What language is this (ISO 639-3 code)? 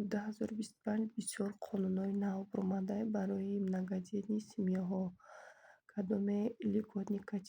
tgk